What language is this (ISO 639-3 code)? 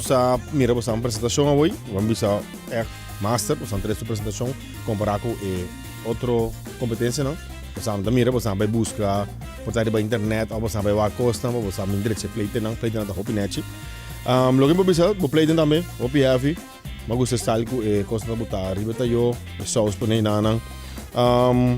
pap